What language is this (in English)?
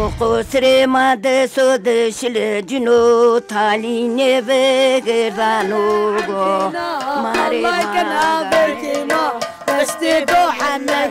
Zaza